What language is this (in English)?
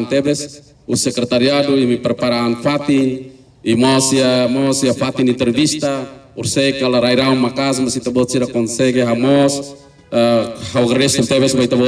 Tetum